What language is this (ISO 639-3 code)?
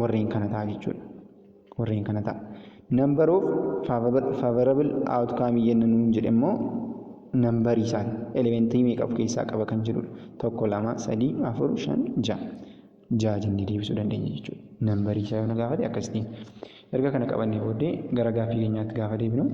orm